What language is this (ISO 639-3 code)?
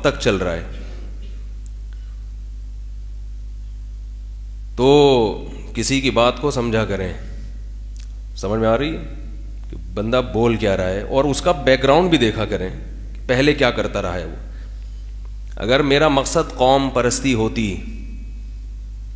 urd